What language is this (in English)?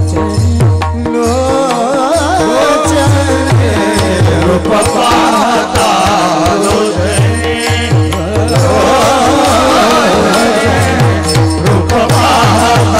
Marathi